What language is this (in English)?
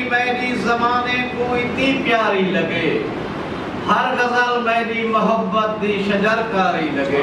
Saraiki